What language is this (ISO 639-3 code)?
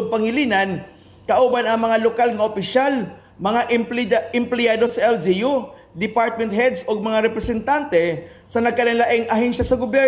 ceb